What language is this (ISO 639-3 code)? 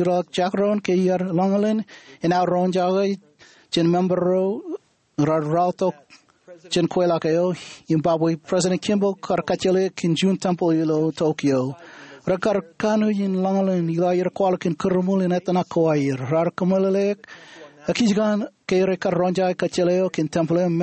mah